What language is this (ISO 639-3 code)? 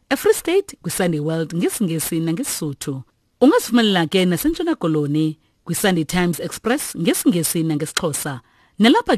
xho